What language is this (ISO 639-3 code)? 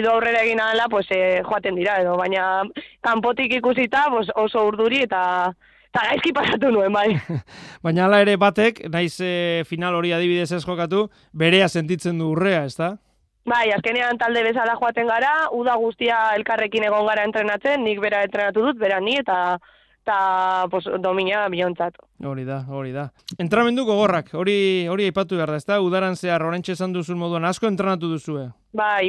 eus